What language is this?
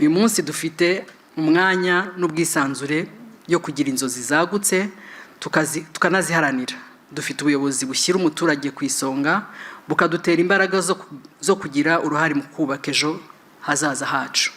Kinyarwanda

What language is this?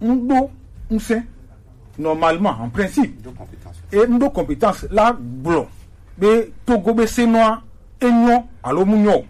Gen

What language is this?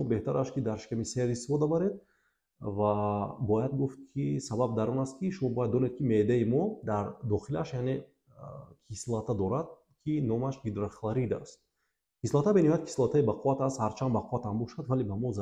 Tajik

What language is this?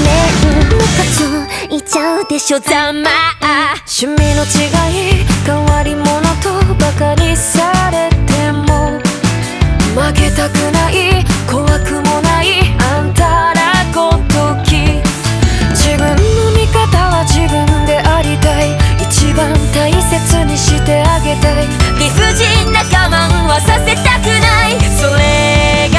Japanese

